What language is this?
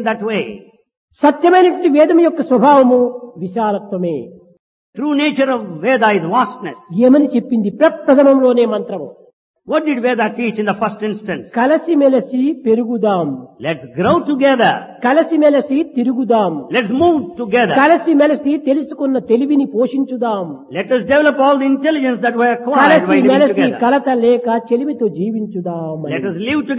Telugu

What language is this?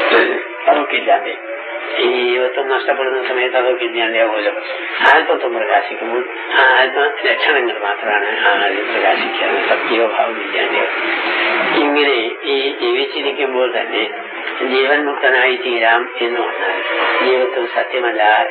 Malayalam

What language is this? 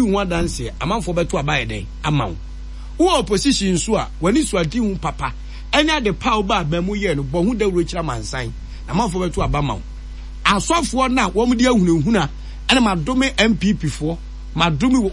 Akan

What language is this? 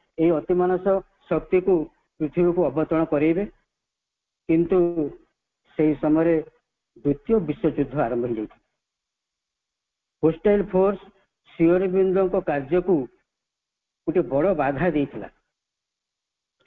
Odia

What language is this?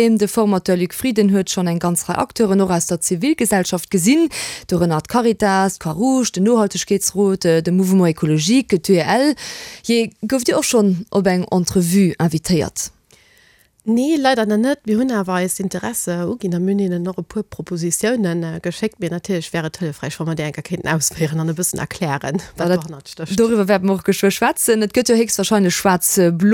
Luxembourgish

